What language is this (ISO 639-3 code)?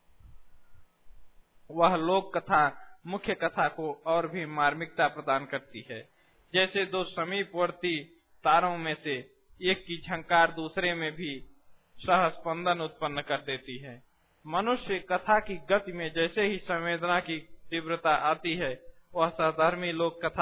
hin